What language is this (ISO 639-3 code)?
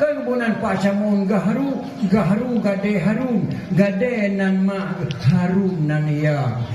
ace